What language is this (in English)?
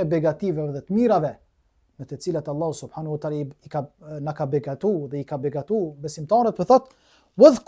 Albanian